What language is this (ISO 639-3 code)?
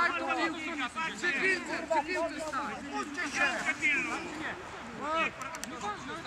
pol